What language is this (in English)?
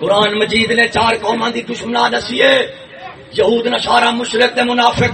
Saraiki